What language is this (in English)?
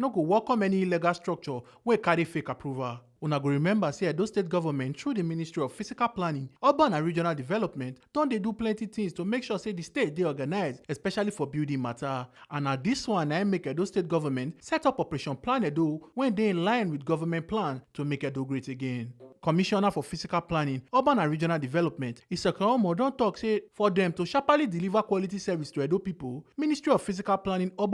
Nigerian Pidgin